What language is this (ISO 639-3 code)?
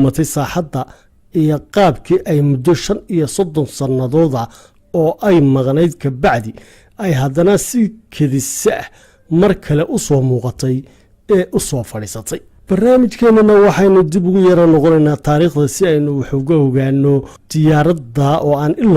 som